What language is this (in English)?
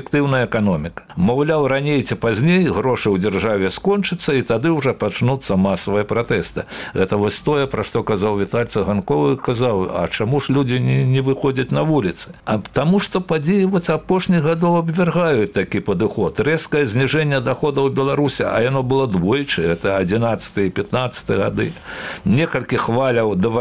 Belarusian